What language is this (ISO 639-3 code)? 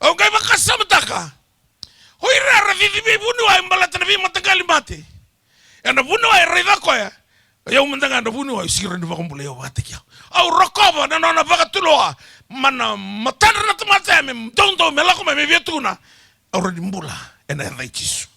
fij